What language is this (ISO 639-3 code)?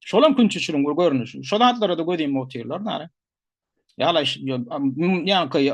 tuk